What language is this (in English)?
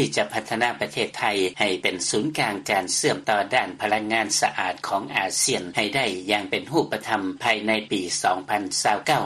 Lao